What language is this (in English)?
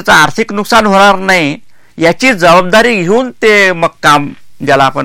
Marathi